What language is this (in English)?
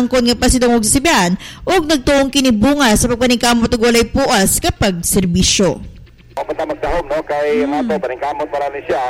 Cebuano